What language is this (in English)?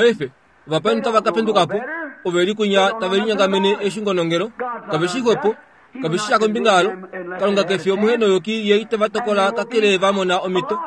Kuanyama